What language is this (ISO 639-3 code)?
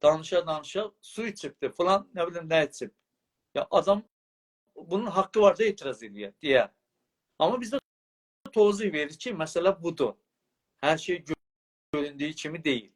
azb